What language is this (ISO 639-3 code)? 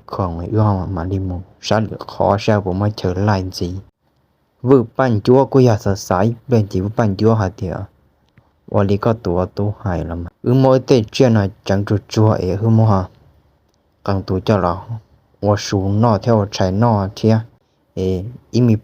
hmn